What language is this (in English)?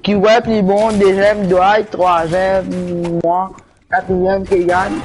Morisyen